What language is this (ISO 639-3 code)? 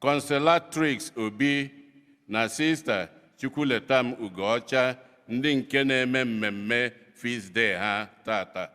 ibo